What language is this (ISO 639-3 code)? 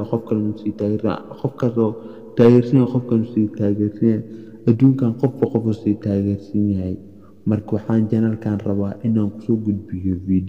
som